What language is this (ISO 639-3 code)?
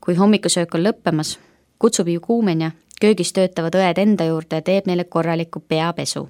est